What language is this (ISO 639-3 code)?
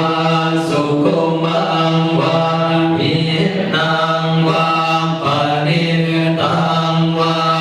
pli